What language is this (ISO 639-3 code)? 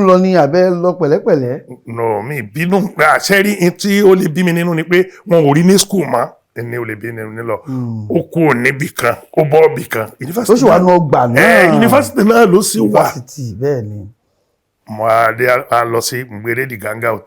yor